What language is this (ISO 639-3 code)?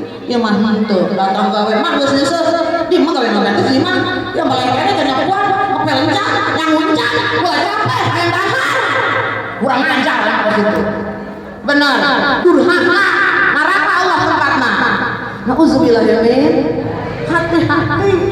sun